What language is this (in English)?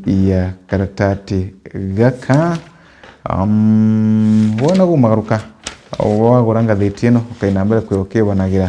Meru